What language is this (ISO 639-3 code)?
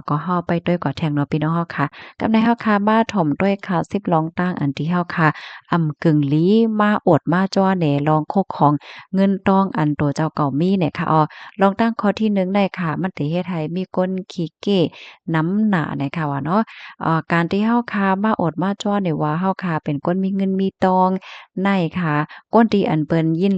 shn